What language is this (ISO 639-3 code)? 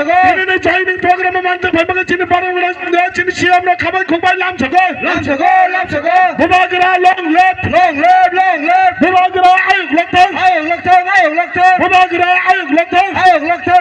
trp